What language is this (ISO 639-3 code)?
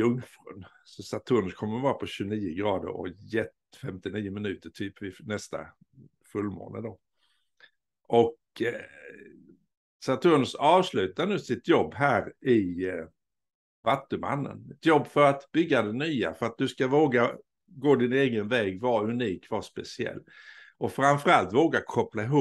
swe